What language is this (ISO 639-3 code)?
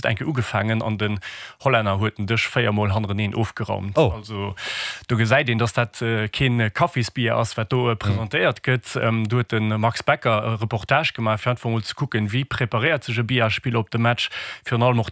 ltz